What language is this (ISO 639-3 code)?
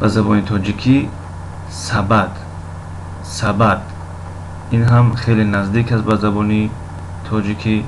tgk